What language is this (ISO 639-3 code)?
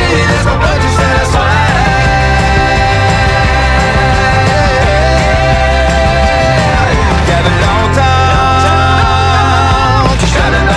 fra